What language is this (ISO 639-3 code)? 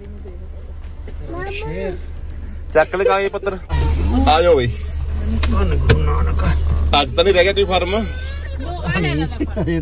pan